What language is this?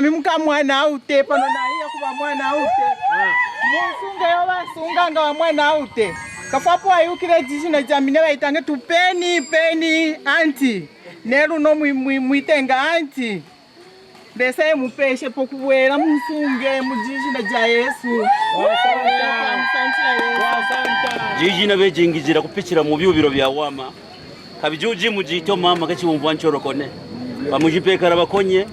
Kaonde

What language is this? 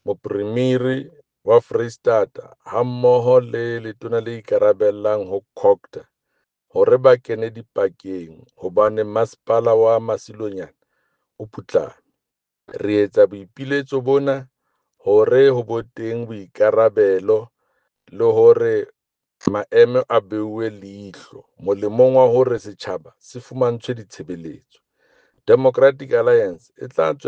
Southern Sotho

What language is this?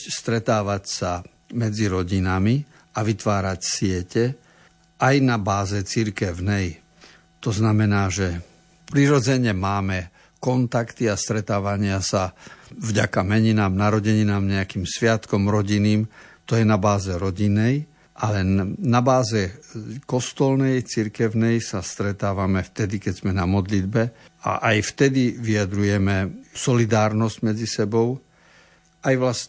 Slovak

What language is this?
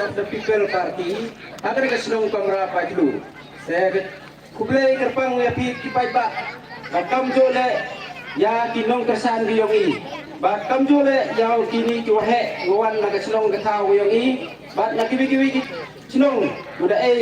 Pnar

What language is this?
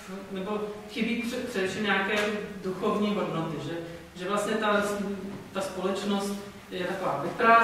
Czech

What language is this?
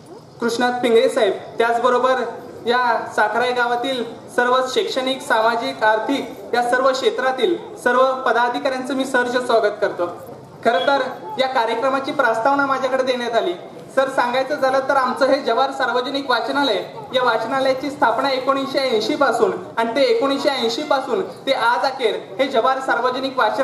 Marathi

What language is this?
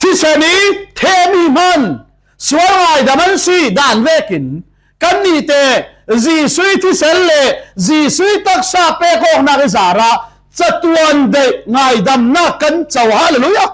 Falam Chin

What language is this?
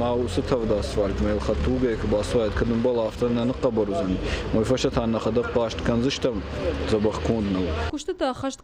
Ossetic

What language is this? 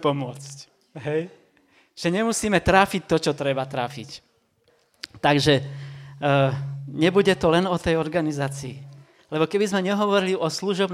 Slovak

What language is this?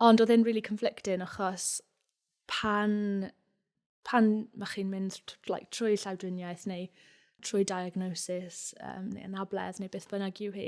Welsh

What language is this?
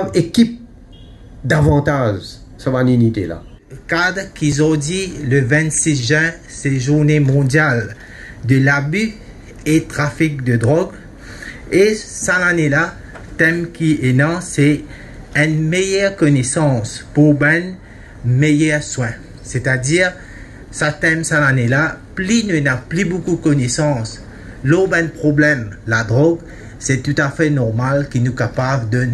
Morisyen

